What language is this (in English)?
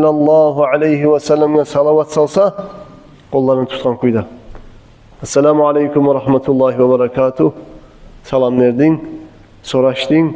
Kumyk